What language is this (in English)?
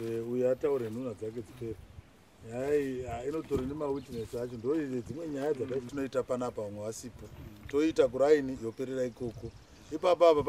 Shona